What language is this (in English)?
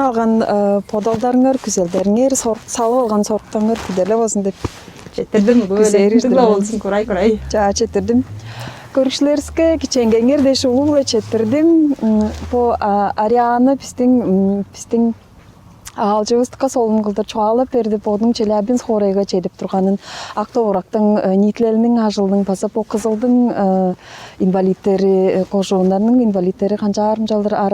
Tuvinian